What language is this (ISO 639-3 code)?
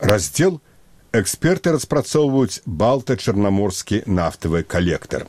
bel